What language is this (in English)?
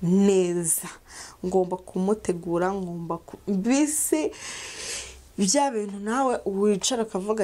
Kinyarwanda